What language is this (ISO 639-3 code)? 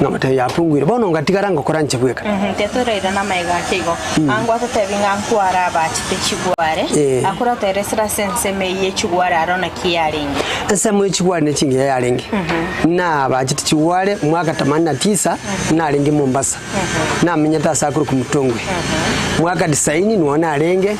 guz